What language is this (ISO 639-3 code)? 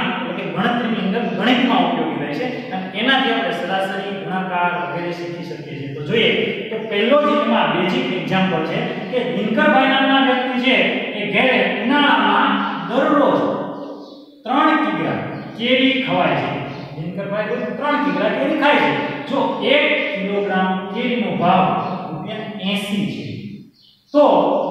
guj